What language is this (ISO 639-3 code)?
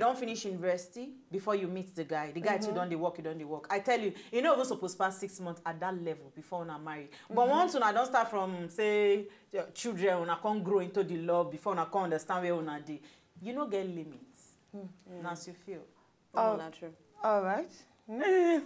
pcm